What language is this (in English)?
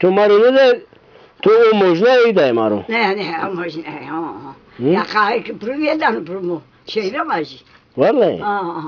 Zaza